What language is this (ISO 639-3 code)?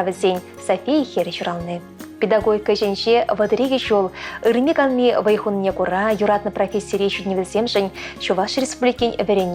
chv